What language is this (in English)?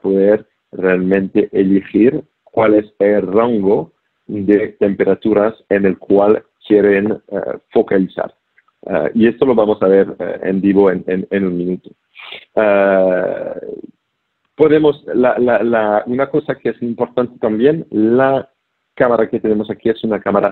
Spanish